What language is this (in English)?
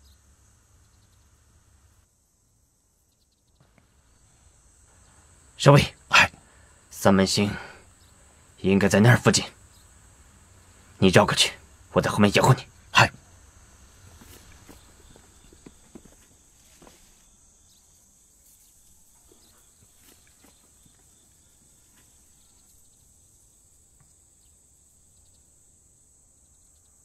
Chinese